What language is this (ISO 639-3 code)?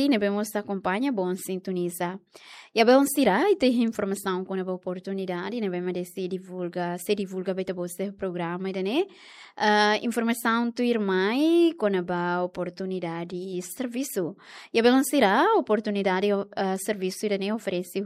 tet